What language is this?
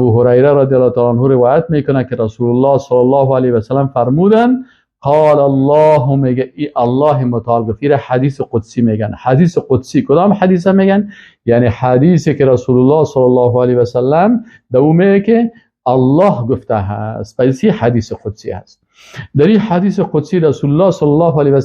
Persian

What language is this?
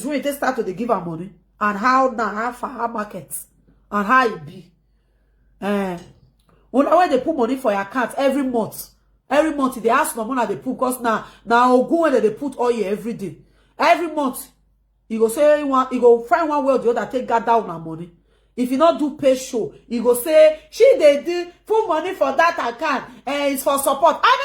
Nigerian Pidgin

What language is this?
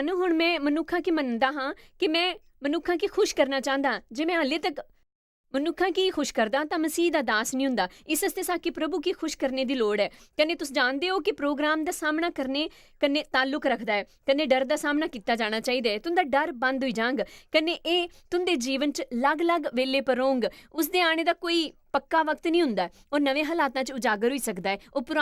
Dogri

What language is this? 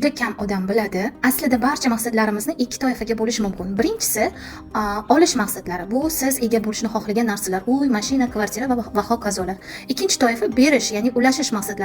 Uzbek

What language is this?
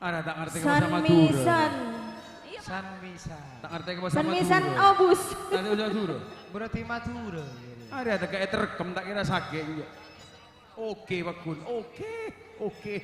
Madurese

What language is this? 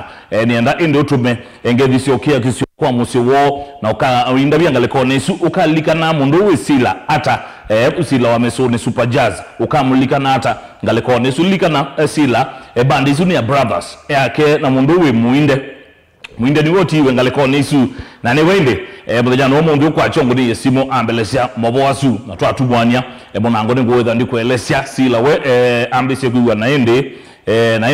Kamba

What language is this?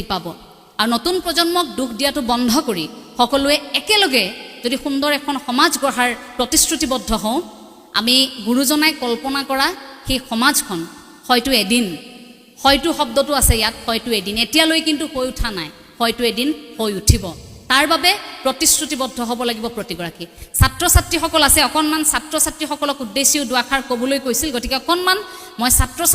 Assamese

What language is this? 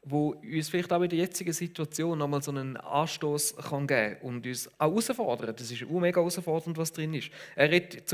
Swiss German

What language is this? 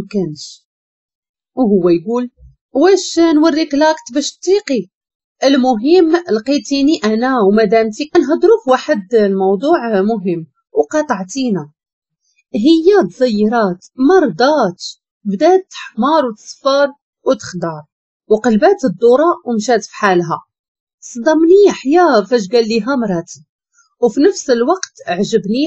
Moroccan Arabic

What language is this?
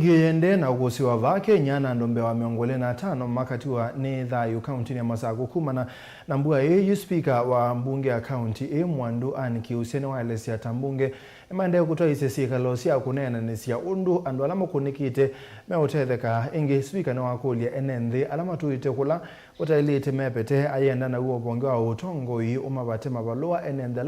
Kamba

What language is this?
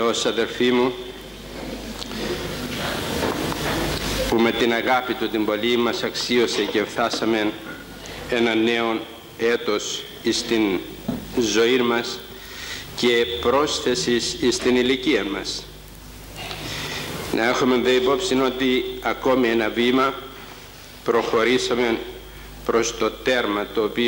Greek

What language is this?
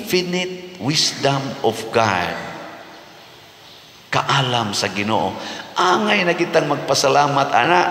Cebuano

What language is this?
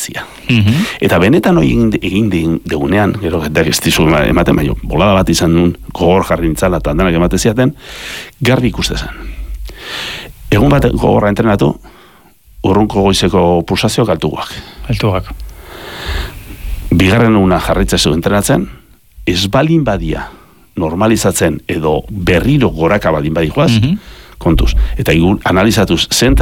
Basque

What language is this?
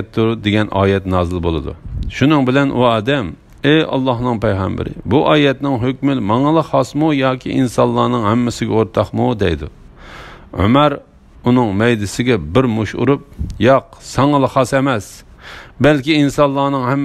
Uyghur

